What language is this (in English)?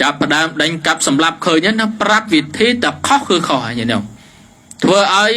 Khmer